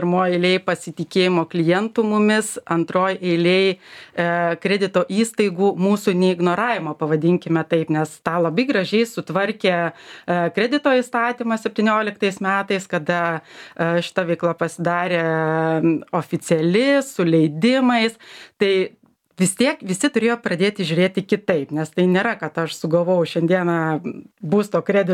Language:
Lithuanian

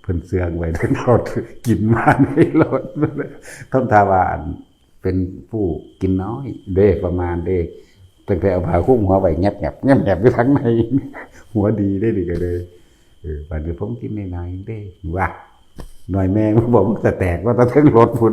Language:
Northeastern Thai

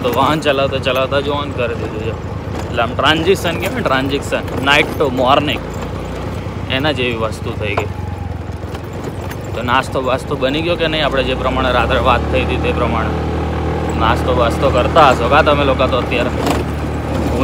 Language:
Gujarati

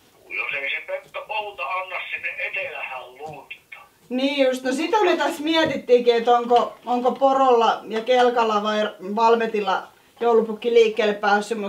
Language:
Finnish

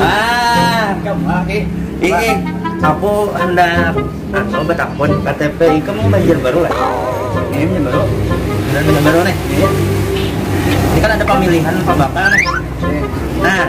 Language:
Banjar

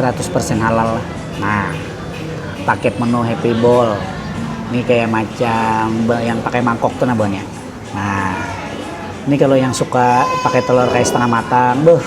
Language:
Banjar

